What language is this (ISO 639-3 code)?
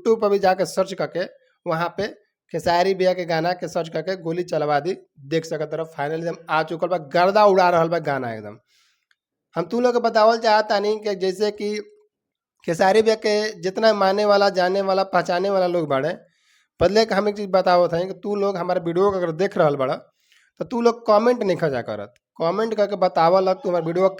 bho